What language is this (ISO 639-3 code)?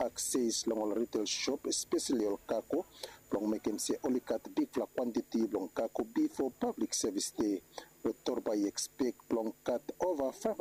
bis